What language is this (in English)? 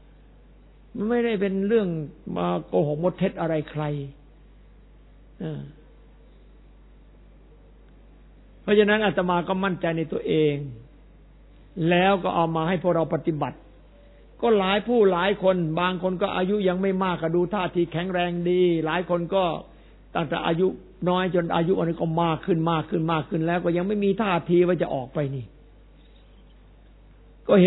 Thai